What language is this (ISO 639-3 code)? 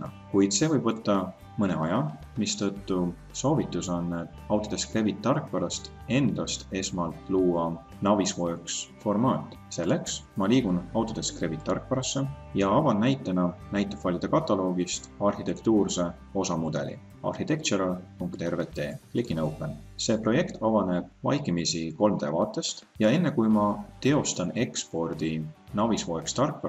est